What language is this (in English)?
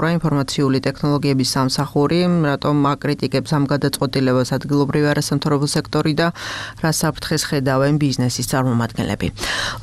Georgian